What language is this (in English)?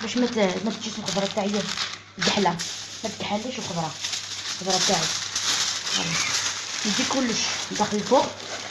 Algerian Arabic